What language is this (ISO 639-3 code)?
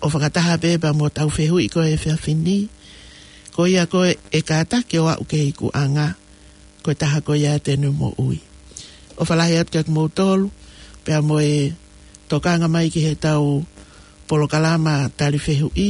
ton